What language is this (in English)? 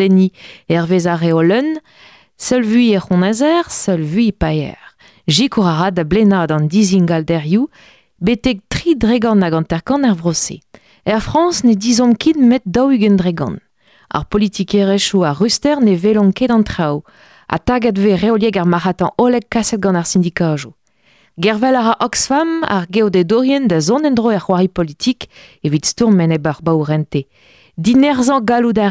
Breton